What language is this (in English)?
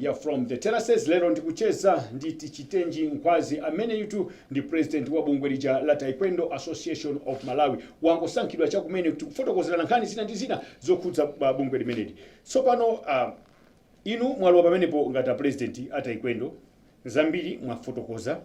Nyanja